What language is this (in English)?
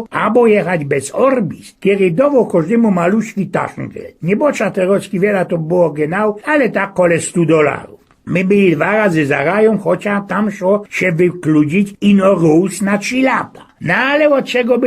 Silesian